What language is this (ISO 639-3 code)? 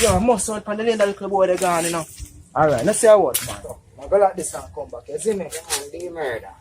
jam